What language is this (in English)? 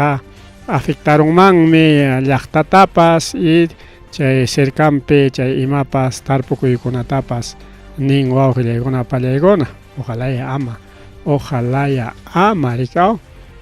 Ayacucho Quechua